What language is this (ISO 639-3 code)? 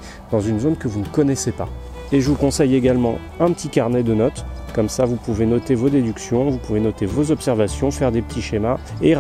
fra